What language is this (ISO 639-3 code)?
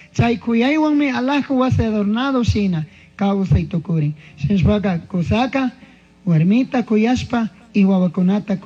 qug